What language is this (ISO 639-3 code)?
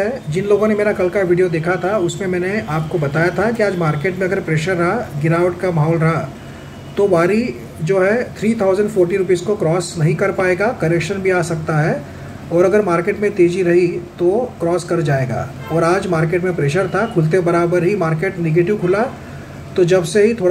hin